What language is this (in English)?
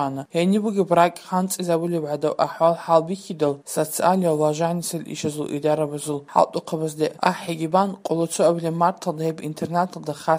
Avaric